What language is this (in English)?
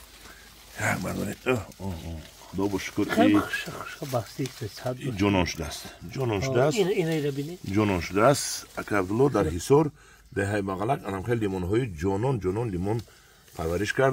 Tajik